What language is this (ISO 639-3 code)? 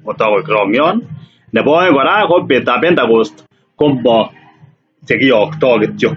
kln